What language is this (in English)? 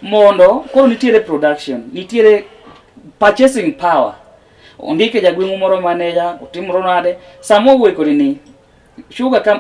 Luo (Kenya and Tanzania)